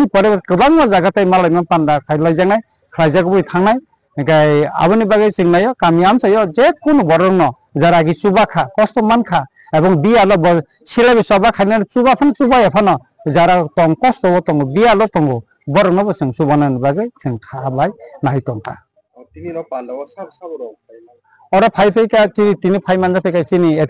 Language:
Riang (India)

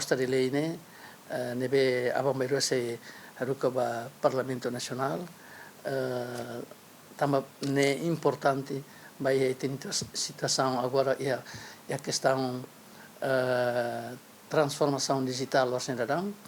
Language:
Tetum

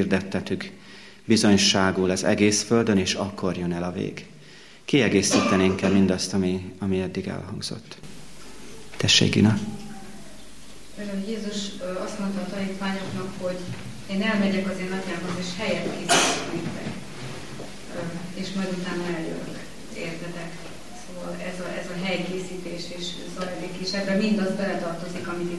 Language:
Hungarian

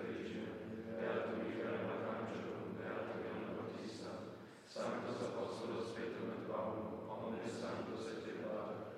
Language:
Latin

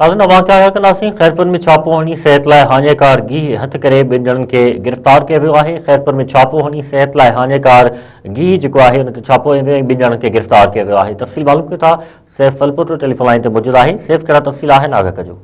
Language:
Sindhi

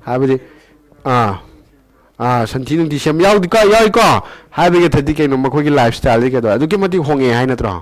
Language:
Manipuri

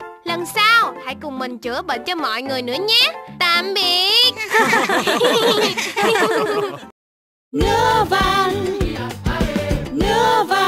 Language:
Vietnamese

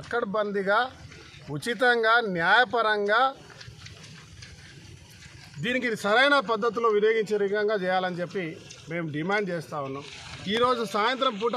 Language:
Telugu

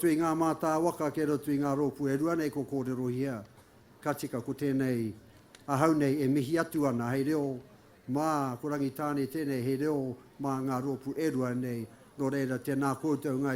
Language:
Māori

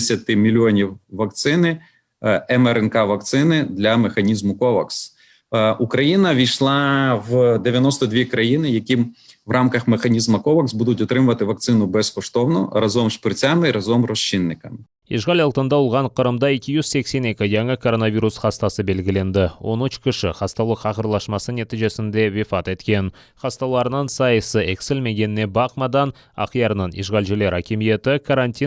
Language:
Crimean Tatar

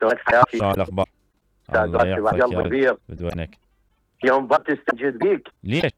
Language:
Mesopotamian Arabic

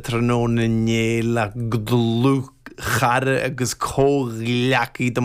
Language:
Irish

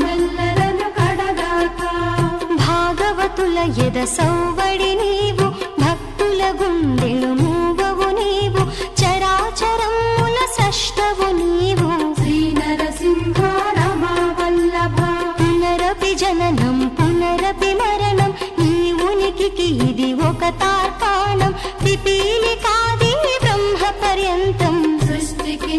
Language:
Telugu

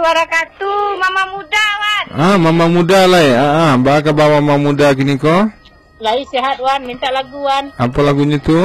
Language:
Minangkabau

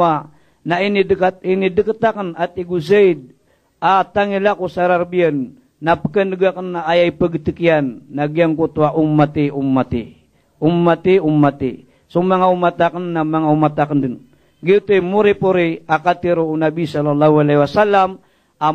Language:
Maranao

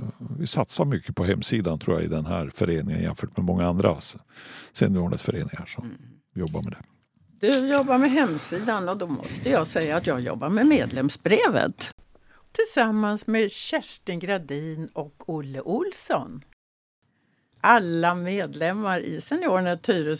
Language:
Swedish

